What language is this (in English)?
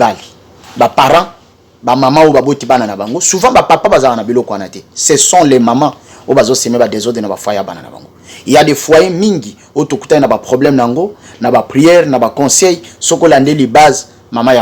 Lingala